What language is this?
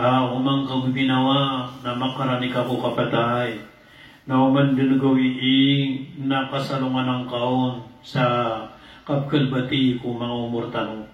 Maranao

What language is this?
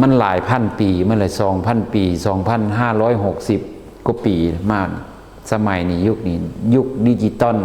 Lao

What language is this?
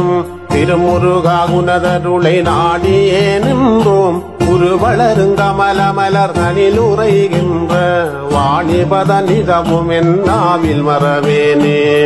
Tamil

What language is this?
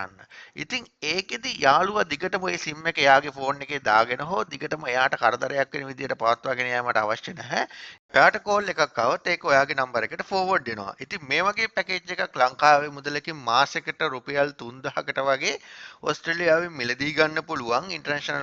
Sinhala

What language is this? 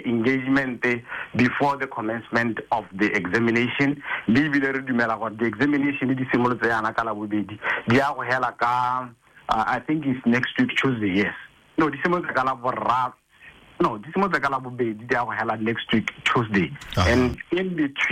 Tswana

